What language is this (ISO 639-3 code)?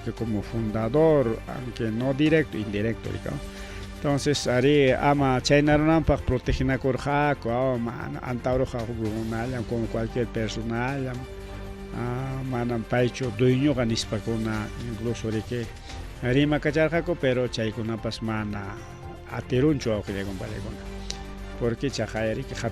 quy